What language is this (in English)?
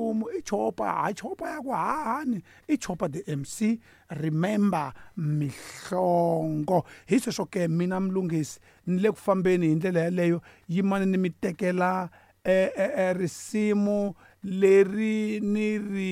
Tsonga